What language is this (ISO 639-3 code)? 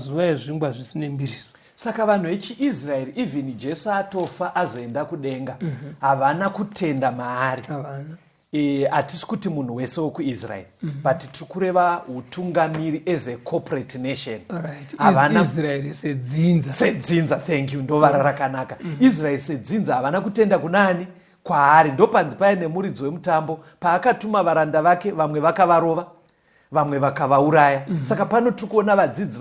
sna